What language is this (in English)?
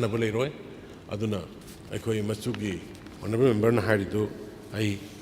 Manipuri